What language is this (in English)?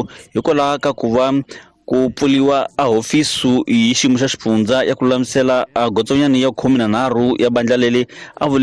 Tsonga